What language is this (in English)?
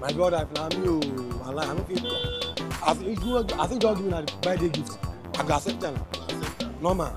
Nigerian Pidgin